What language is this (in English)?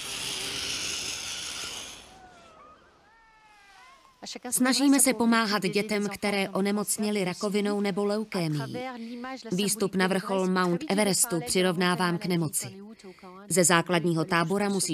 Czech